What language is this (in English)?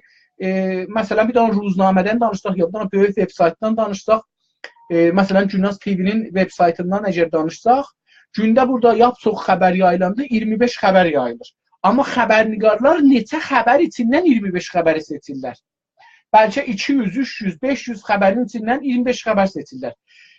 South Azerbaijani